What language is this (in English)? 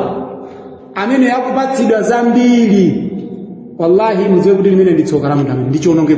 Nyanja